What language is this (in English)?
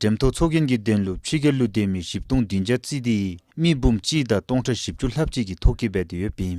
Dzongkha